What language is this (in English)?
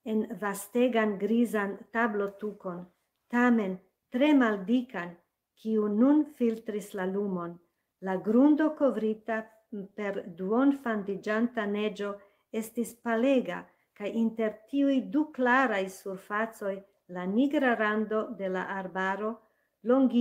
Esperanto